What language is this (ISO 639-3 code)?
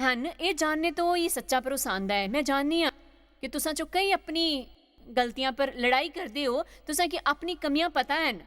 doi